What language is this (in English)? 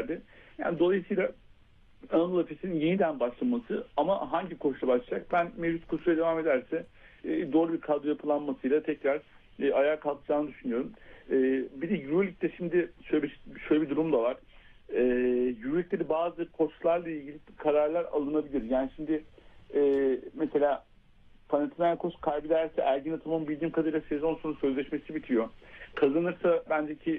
Turkish